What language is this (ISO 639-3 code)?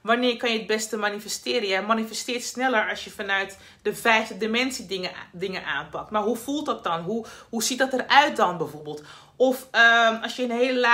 nld